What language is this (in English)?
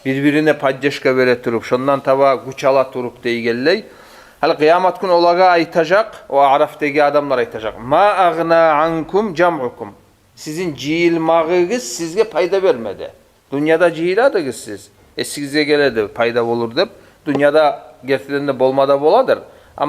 Kumyk